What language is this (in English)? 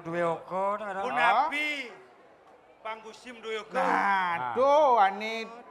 Balinese